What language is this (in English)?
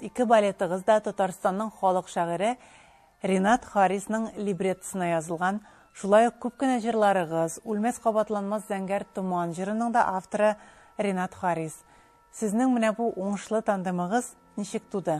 Tatar